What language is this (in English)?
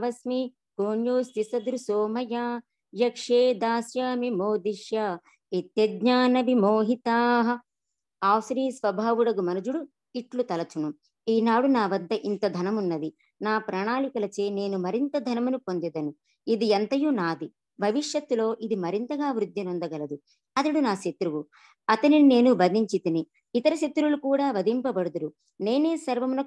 Telugu